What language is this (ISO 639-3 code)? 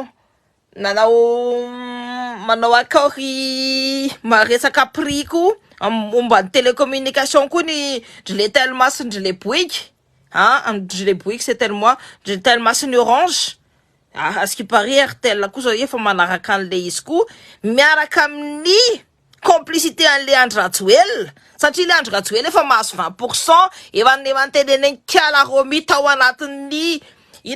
mlg